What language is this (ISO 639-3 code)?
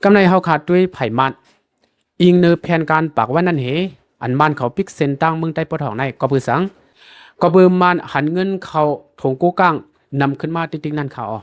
shn